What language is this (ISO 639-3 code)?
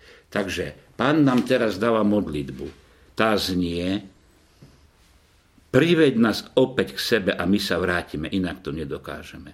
slk